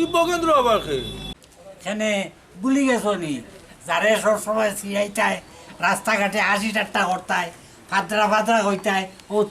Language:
Sylheti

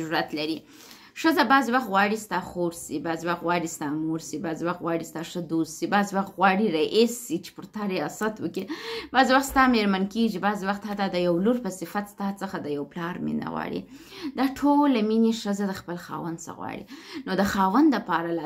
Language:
Pashto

